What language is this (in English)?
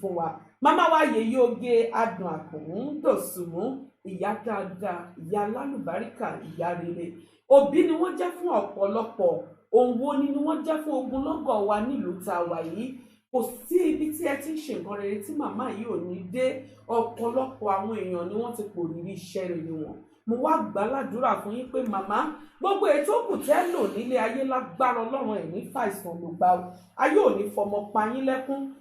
Yoruba